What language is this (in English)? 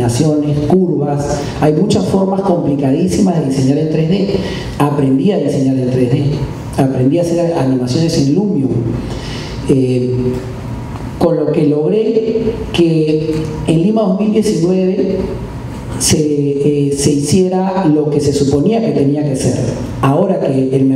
Spanish